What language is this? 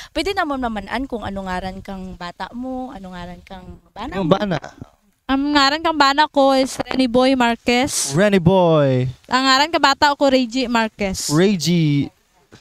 Kinaray-a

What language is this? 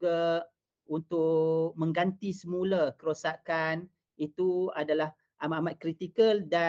Malay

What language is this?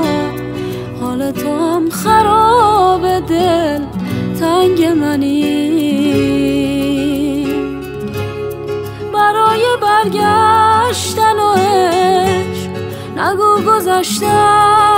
Persian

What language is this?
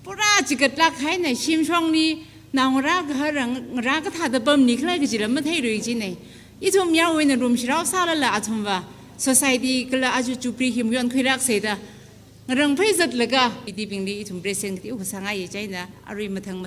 Tangkhul Naga (India)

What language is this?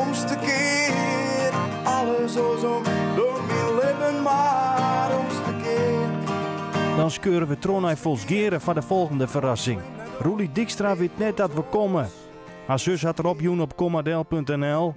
Western Frisian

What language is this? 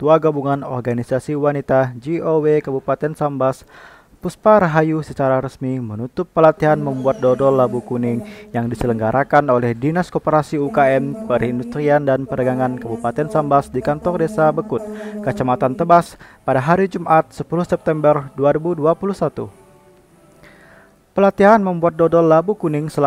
Indonesian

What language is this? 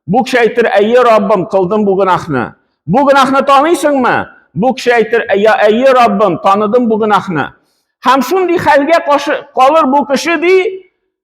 Tatar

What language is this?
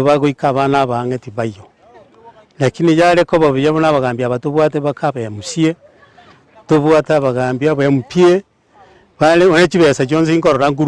Gusii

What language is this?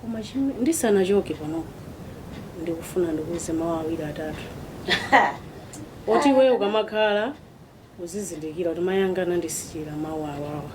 Nyanja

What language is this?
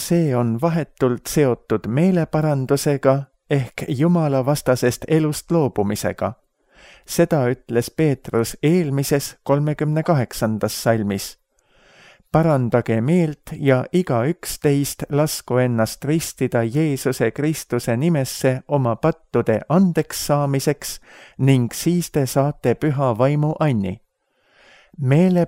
Estonian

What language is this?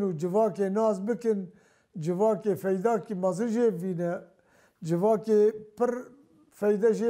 Kurdish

